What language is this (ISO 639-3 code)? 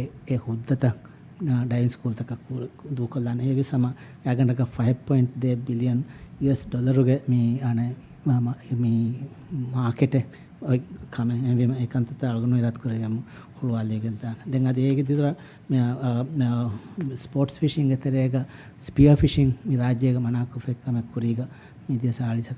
div